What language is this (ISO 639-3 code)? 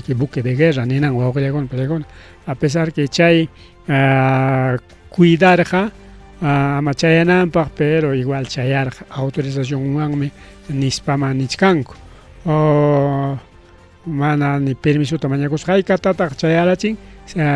quy